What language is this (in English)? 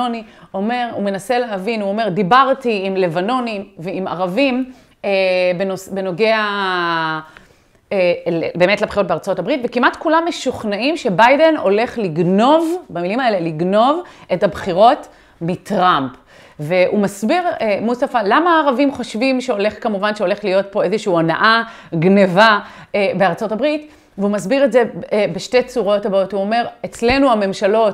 Hebrew